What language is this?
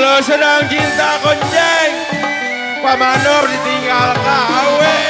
Betawi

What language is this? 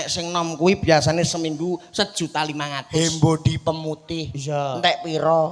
Javanese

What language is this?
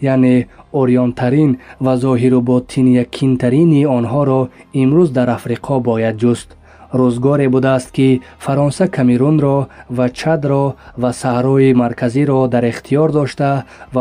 Tajik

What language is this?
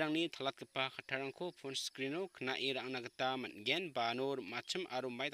Garo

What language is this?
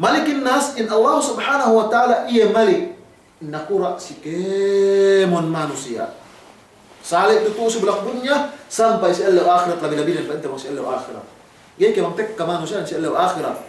Yakan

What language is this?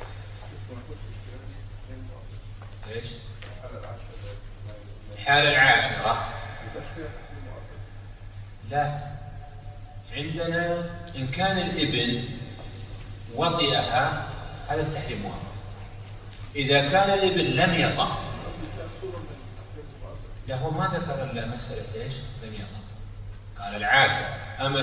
Arabic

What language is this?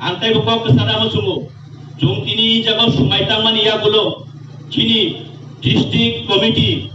Kok Borok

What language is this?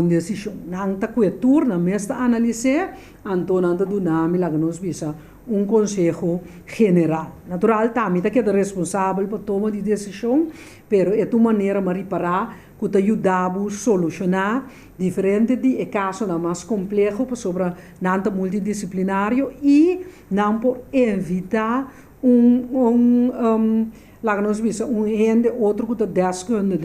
Papiamento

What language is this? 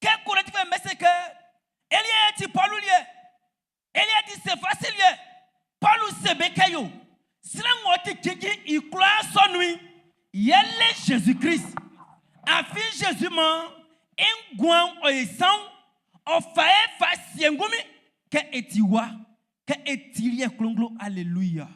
Baoulé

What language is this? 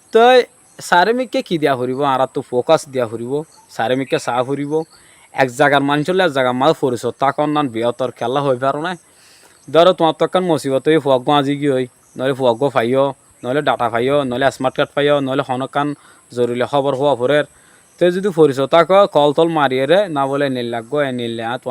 Rohingya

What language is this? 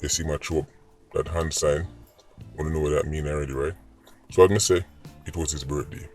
Jamaican Creole English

